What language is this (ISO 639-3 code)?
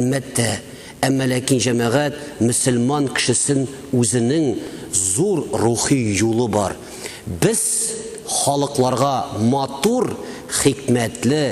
tat